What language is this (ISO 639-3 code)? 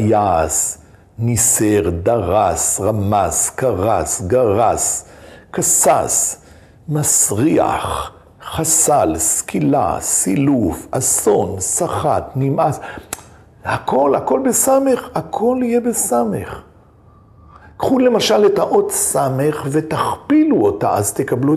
heb